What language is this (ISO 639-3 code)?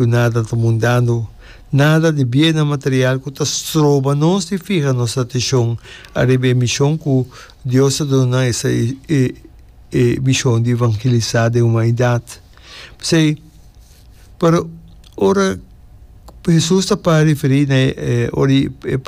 pap